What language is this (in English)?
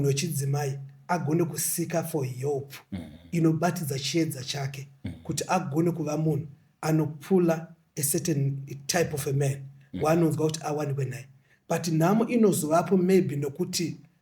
Shona